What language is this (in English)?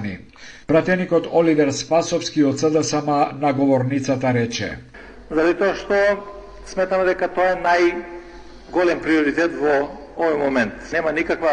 Macedonian